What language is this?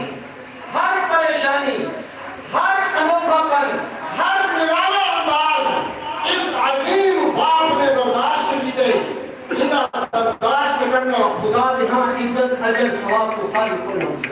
Saraiki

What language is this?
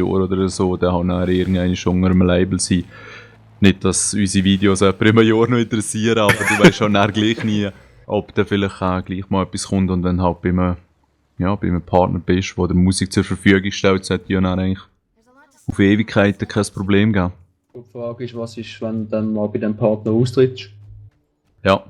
Swiss German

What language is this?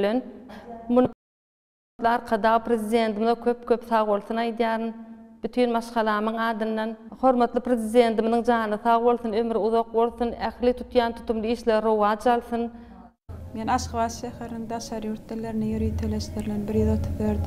Turkmen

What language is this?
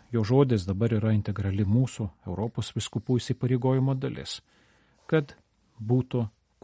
Lithuanian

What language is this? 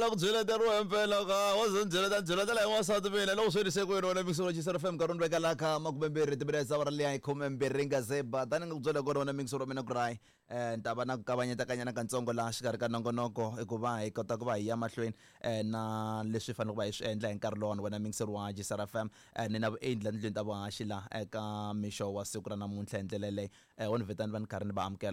Tsonga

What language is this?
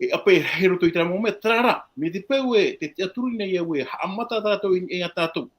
Tahitian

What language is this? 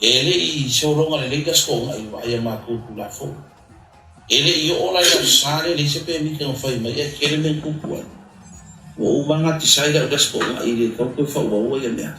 Samoan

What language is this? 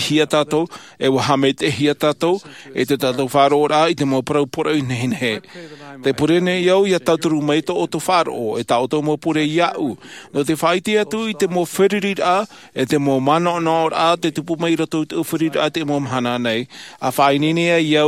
Tahitian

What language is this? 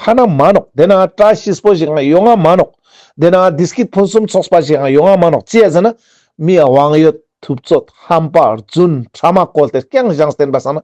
Ladakhi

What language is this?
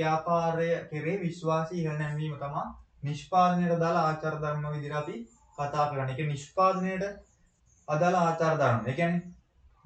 Sinhala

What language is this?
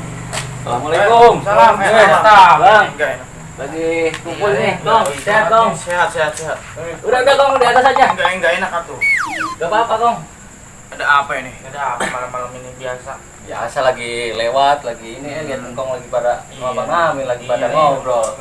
Betawi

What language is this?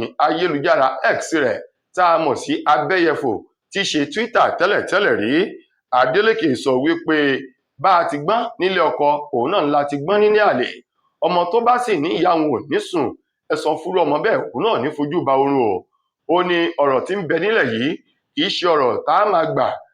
Yoruba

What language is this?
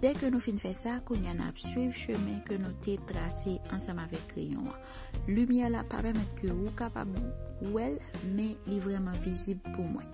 Haitian Creole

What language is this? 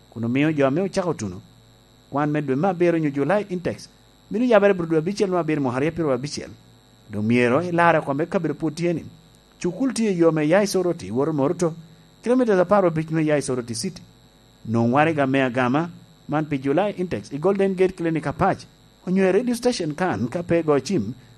Lango (Uganda)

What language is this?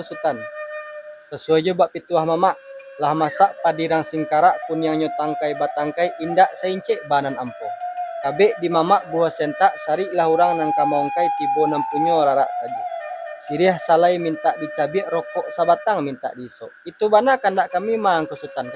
Minangkabau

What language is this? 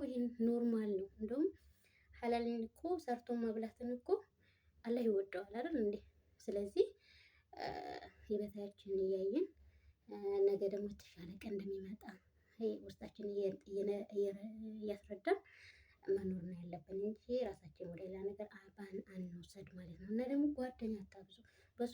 Amharic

